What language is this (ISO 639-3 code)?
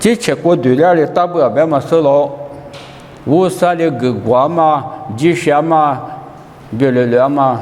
lis